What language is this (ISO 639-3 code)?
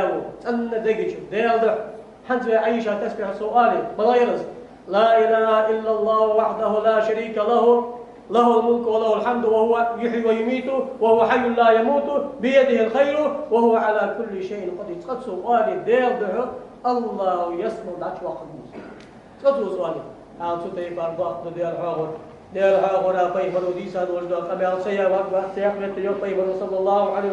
inh